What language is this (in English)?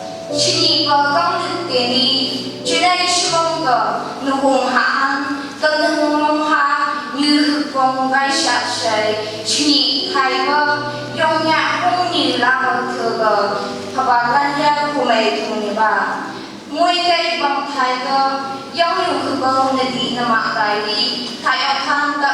Phom Naga